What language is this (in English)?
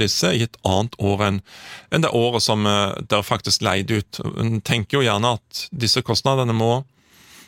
Norwegian